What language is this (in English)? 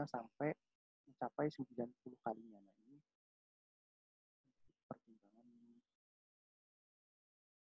Indonesian